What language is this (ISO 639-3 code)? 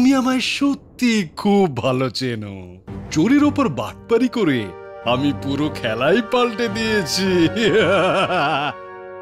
ben